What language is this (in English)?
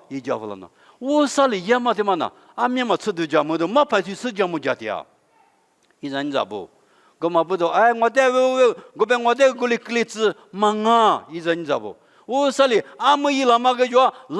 Lisu